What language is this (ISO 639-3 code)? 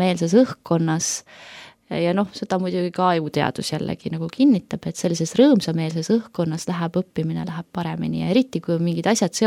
est